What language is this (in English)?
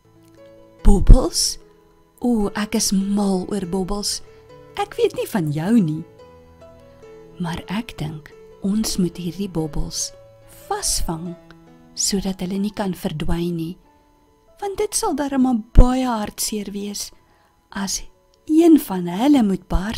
Afrikaans